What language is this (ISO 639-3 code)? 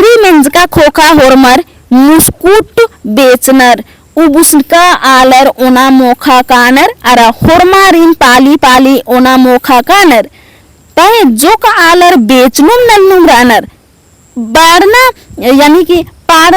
kru